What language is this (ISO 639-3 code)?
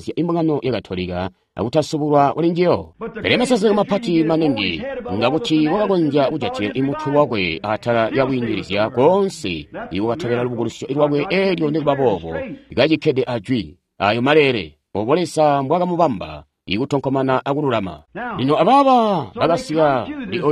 toi